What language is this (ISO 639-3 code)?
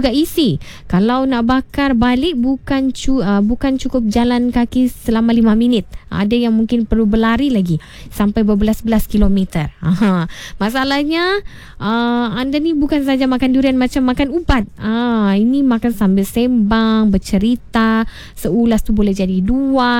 msa